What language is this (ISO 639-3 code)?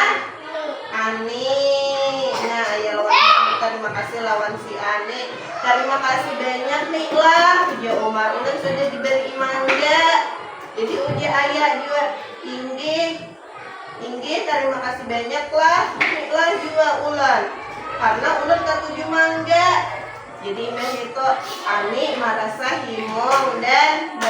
bjn